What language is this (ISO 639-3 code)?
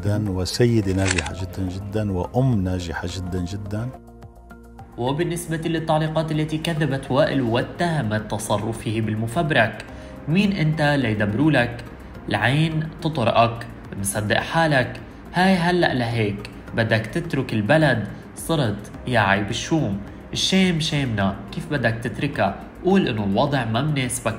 apc